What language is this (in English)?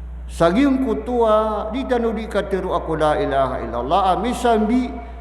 Maranao